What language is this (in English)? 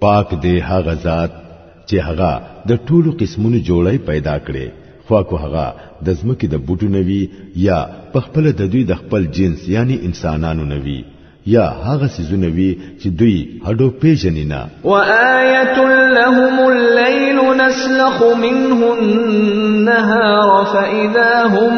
Pashto